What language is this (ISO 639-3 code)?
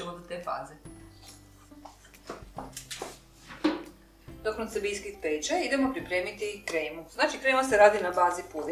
hrv